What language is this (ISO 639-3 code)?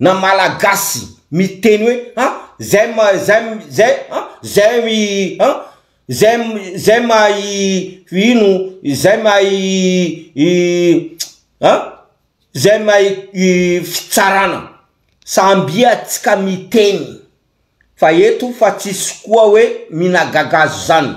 mlg